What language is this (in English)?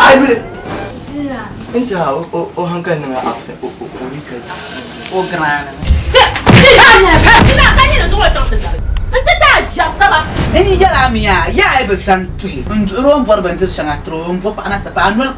Dagbani